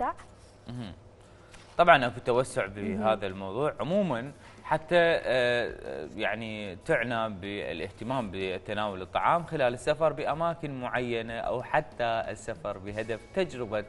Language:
Mesopotamian Arabic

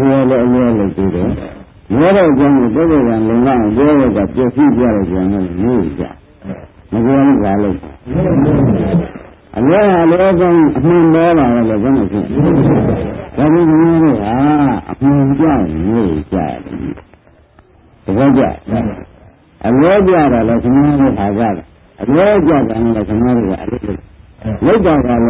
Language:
Burmese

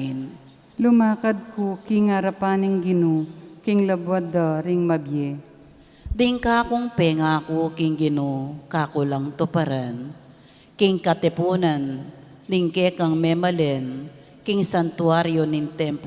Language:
Pampanga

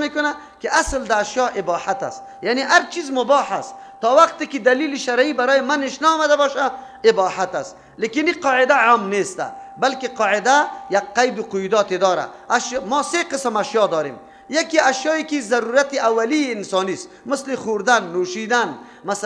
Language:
Persian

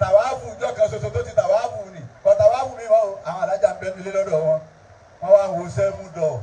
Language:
Yoruba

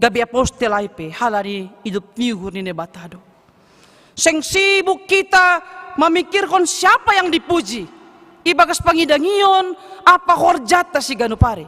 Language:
Batak Simalungun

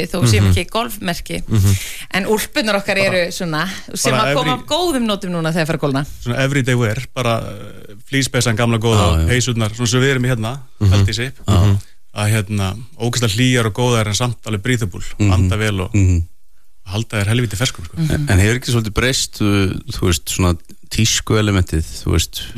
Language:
Icelandic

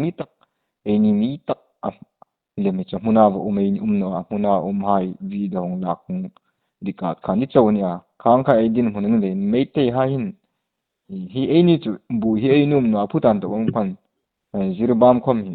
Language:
Hmar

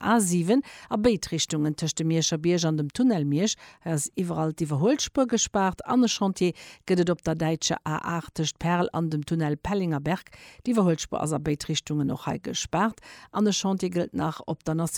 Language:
Luxembourgish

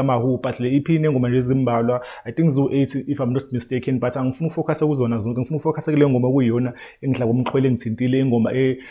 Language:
Zulu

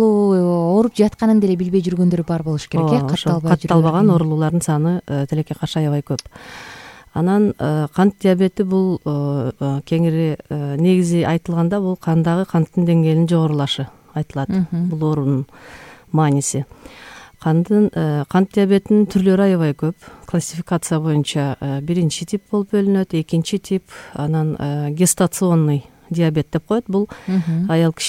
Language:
Kyrgyz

